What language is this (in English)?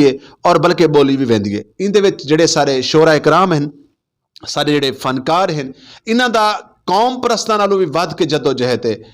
Saraiki